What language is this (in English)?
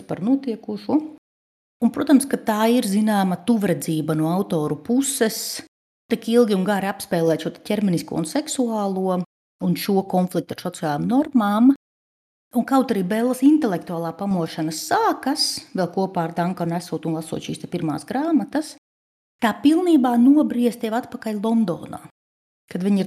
Latvian